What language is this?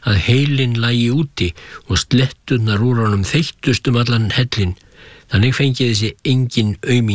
Icelandic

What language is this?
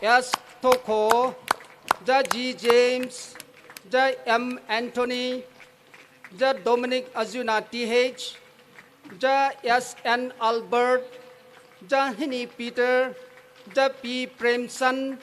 Poumei Naga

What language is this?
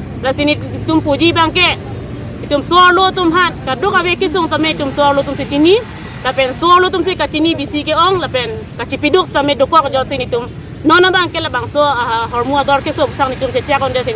Karbi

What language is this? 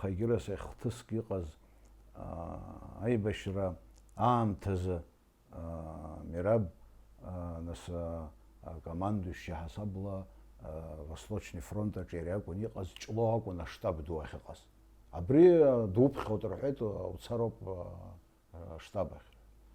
Abkhazian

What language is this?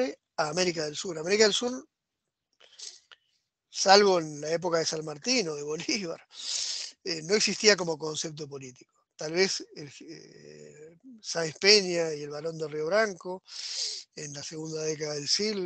Spanish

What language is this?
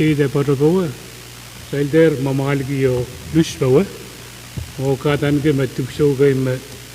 Pohnpeian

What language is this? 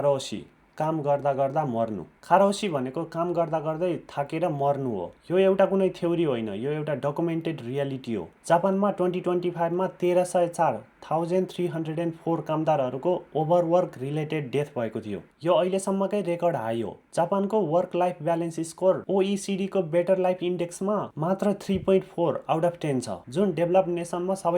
Nepali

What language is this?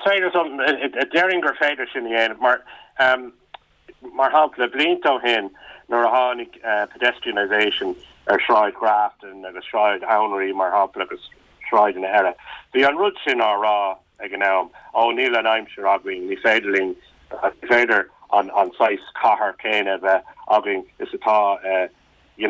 Irish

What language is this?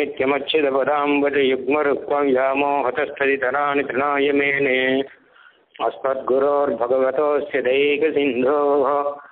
Tamil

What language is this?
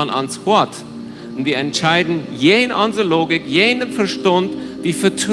Plautdietsch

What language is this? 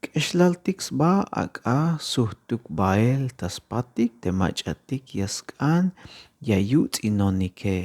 Tzeltal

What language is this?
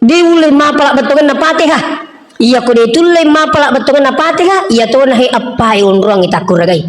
Buginese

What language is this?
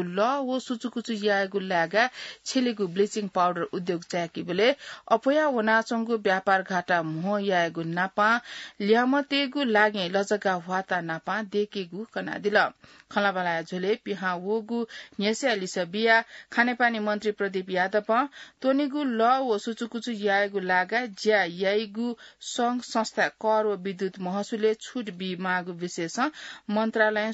Newari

